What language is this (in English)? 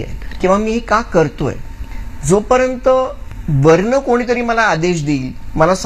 Marathi